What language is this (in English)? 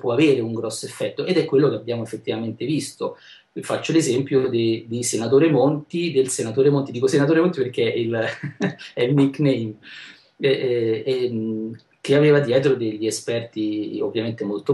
Italian